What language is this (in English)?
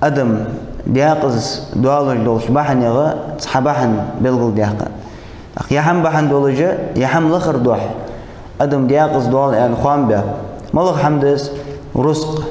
Ingush